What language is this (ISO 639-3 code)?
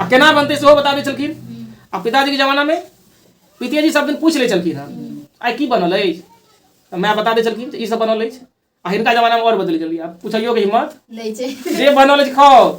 mai